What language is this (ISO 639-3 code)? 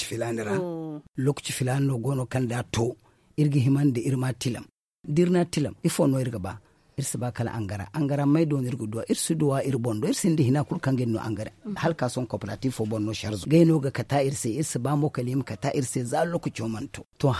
dje